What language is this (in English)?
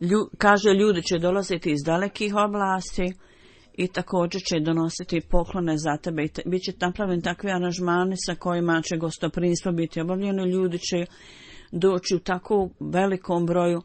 Bosnian